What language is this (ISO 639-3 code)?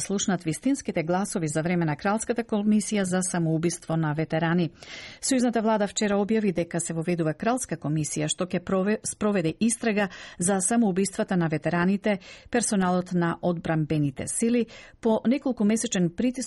mkd